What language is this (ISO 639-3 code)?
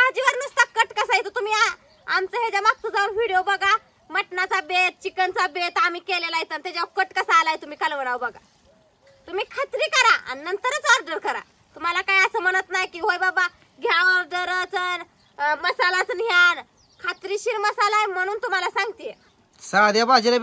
mar